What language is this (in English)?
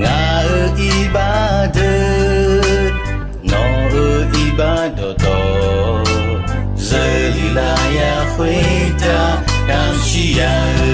Akha